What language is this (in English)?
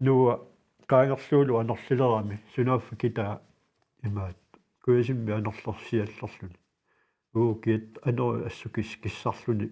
Kalaallisut